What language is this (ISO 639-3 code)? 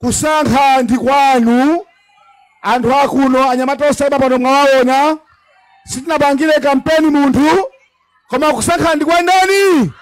nya